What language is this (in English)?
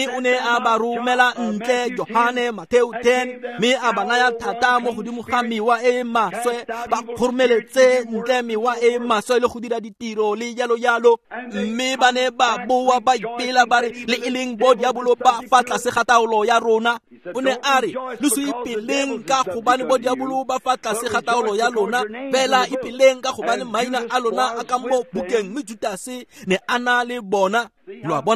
Tswana